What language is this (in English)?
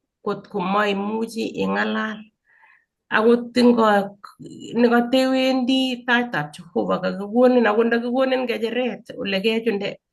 Kalenjin